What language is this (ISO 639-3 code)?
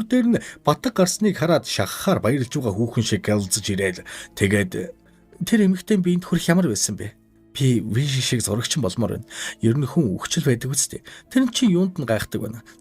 mon